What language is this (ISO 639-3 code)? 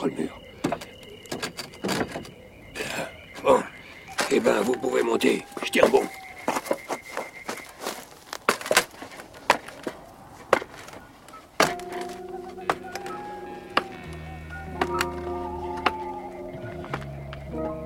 fra